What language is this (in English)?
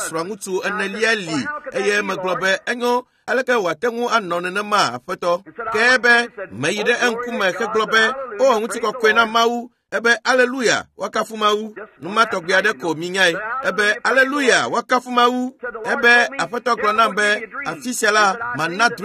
Ewe